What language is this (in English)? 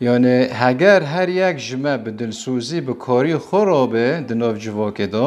Kurdish